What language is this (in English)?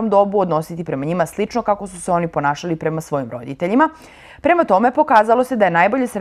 Serbian